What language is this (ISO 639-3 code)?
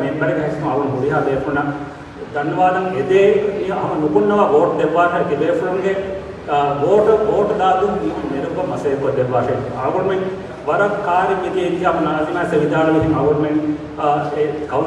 div